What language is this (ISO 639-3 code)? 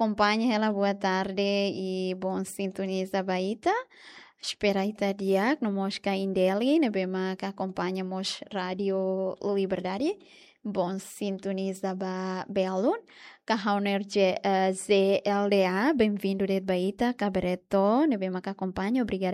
tet